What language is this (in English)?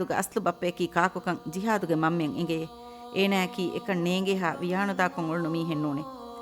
Divehi